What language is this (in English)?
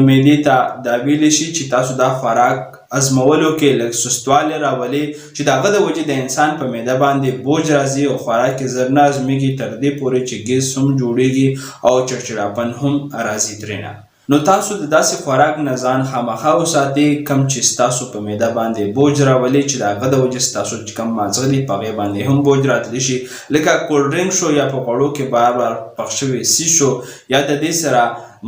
Pashto